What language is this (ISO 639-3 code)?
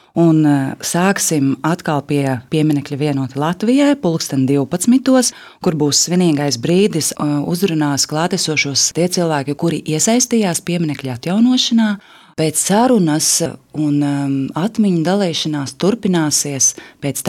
lav